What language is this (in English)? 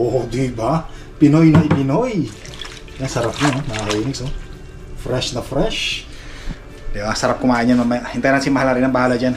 Filipino